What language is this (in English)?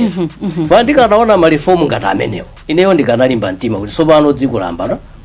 Nyanja